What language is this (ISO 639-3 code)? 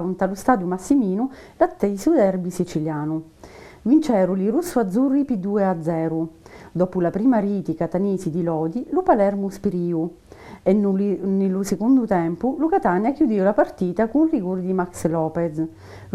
scn